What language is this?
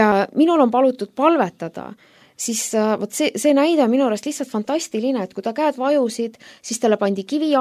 Estonian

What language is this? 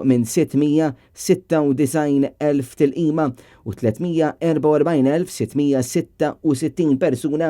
Maltese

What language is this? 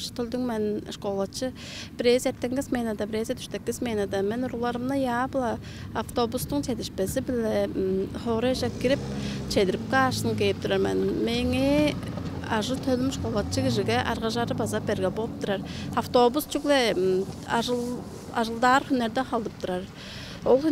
Tuvinian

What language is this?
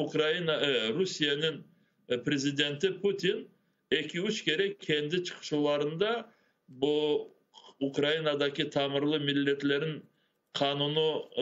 Crimean Tatar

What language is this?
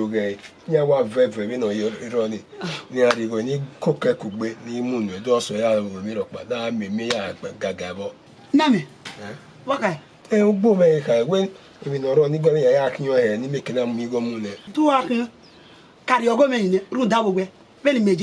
Bini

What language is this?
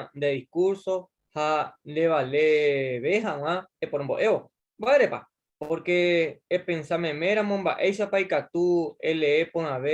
Guarani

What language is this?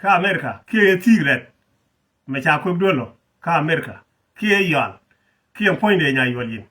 Nuer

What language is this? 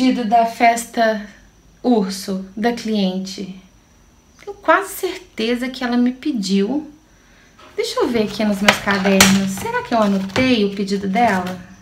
Portuguese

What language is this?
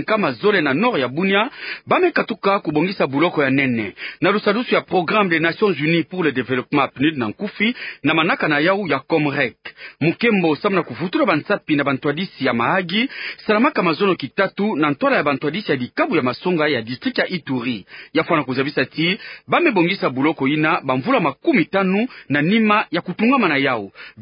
Kituba (Democratic Republic of Congo)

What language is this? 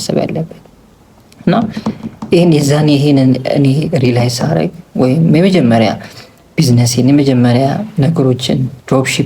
Amharic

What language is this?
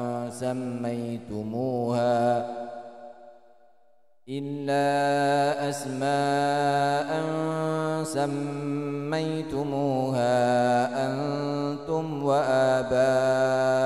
Arabic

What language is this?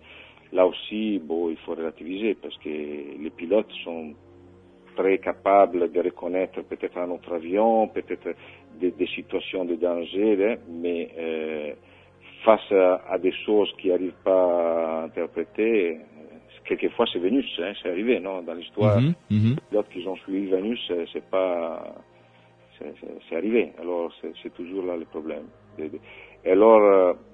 French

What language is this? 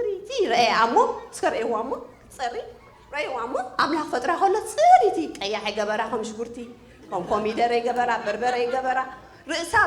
Tigrinya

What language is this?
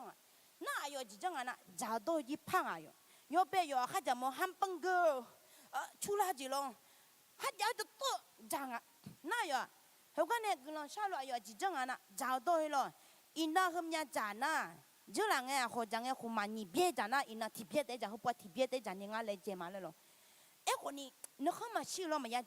Akha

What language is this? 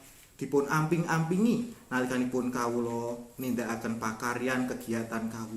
Javanese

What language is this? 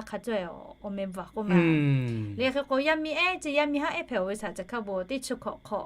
Lahu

